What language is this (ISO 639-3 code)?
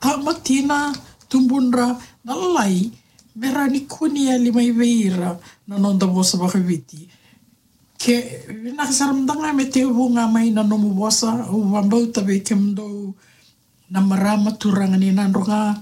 fij